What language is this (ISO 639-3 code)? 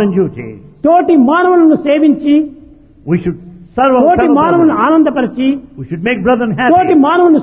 tel